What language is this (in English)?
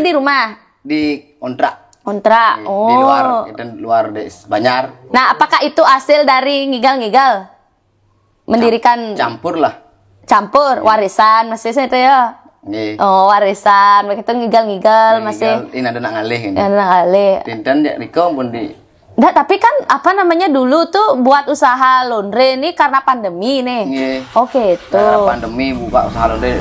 Balinese